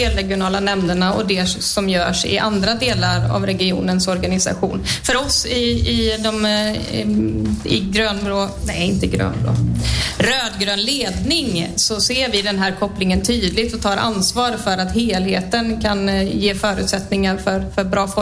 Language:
Swedish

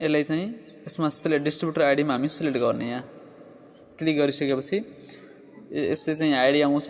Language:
Nepali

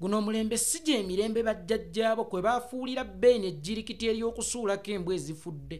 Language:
Ganda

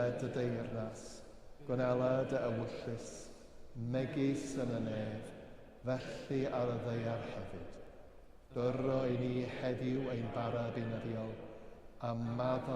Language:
Welsh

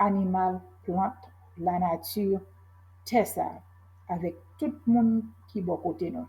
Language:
Haitian Creole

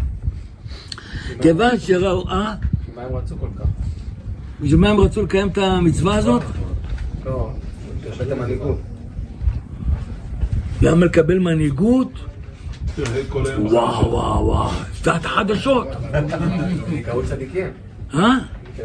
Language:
Hebrew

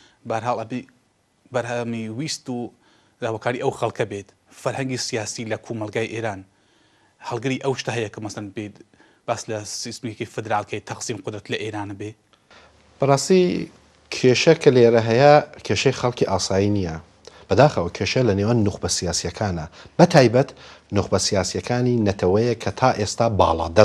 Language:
Central Kurdish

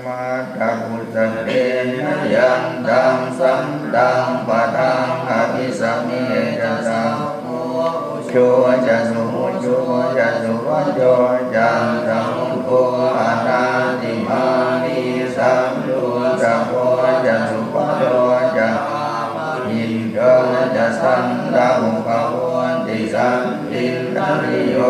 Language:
Pali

